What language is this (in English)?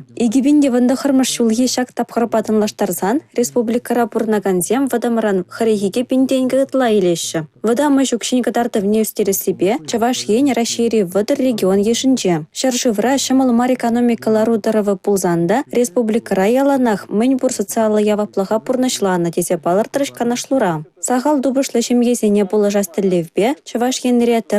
Chuvash